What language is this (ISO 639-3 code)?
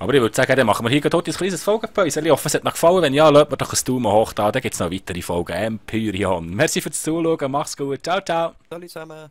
gsw